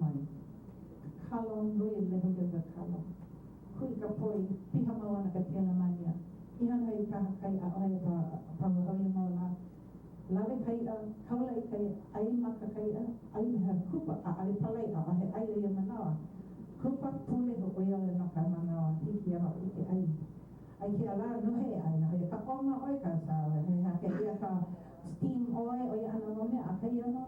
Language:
Hawaiian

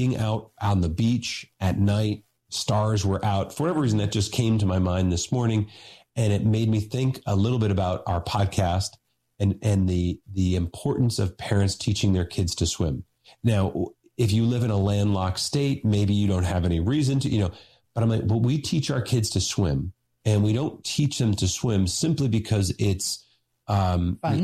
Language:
English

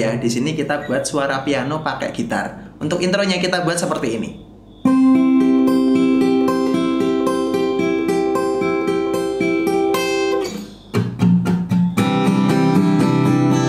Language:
Indonesian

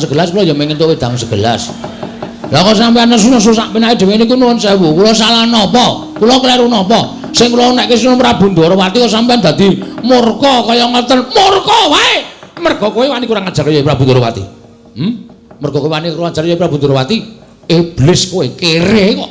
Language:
Javanese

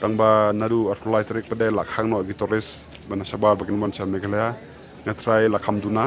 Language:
Khasi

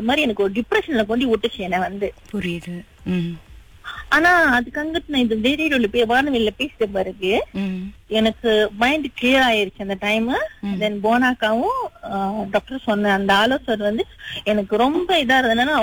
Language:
Tamil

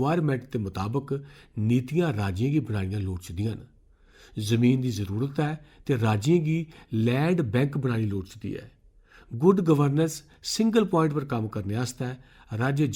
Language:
Dogri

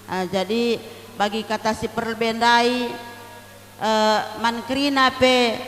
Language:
Batak Karo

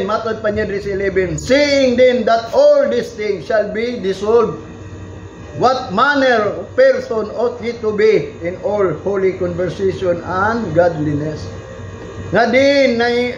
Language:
Cebuano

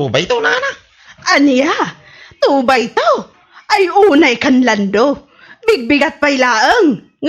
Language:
Iloko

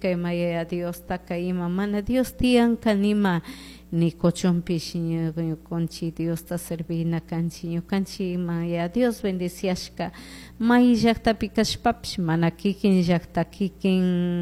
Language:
Chimborazo Highland Quichua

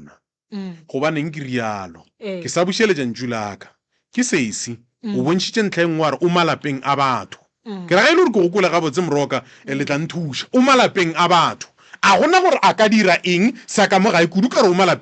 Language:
Northern Sotho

